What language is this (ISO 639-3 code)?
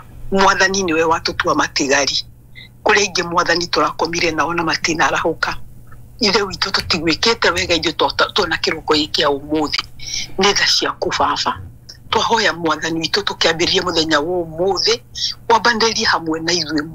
kik